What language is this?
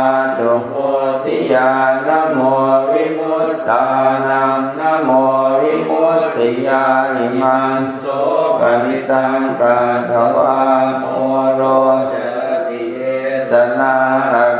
Pali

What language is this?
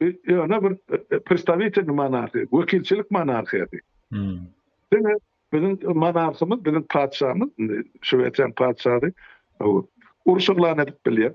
Turkmen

